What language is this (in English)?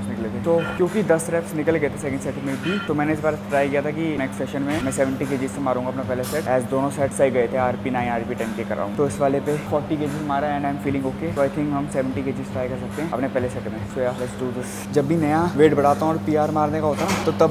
Hindi